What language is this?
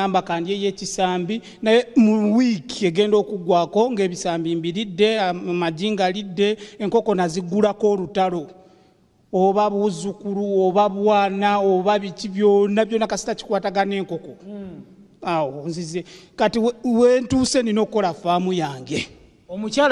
Ganda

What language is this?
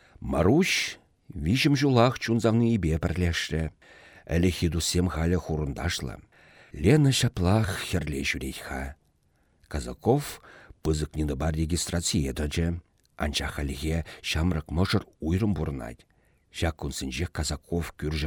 Chuvash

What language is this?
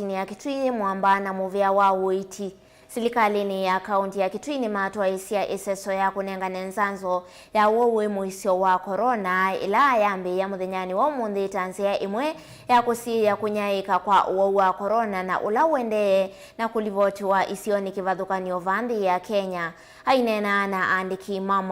Kamba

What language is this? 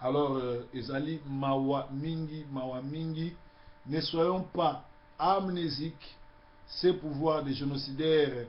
Lingala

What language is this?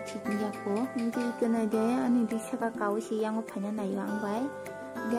Kok Borok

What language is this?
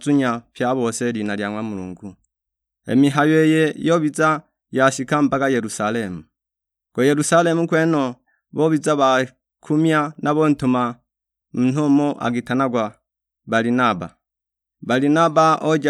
Sukuma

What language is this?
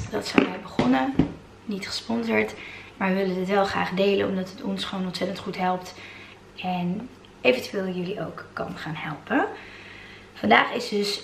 Dutch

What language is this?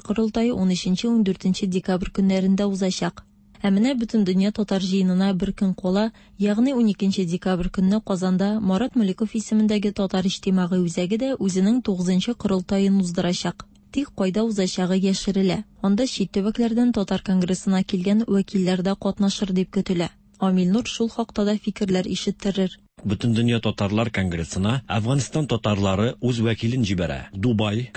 Tatar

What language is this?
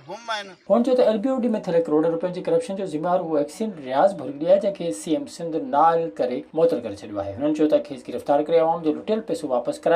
Sindhi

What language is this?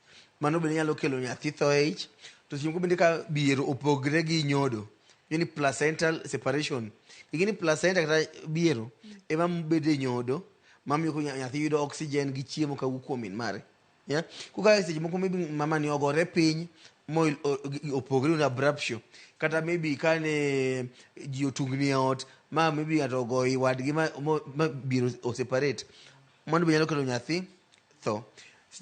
Luo (Kenya and Tanzania)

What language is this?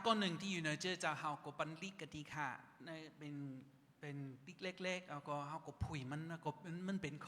Shan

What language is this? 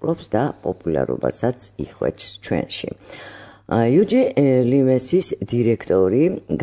Georgian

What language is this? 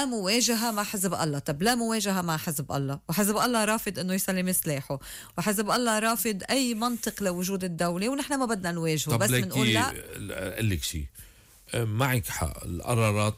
North Levantine Arabic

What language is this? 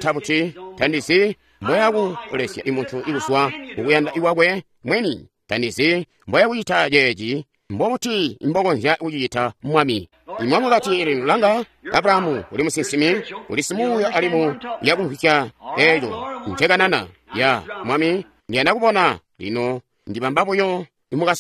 Tonga (Zambia)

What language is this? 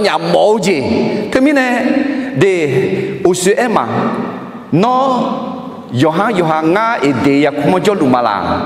Akha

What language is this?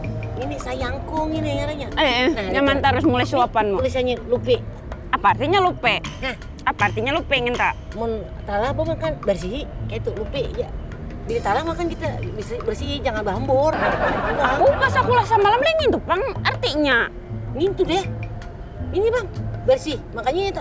Banjar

